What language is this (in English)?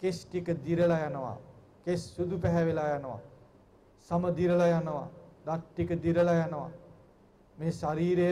Sinhala